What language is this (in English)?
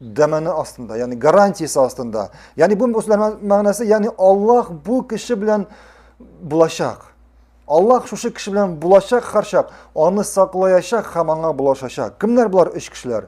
Tatar